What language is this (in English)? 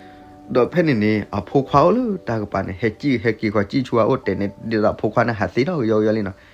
S'gaw Karen